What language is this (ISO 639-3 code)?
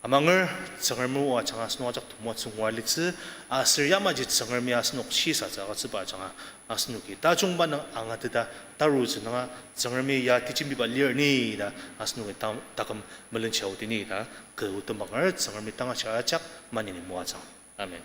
njo